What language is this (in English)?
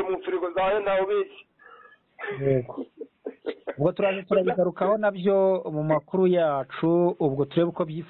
Kinyarwanda